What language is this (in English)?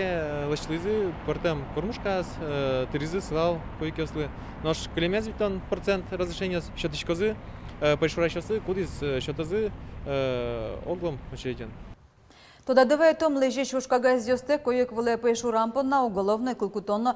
Udmurt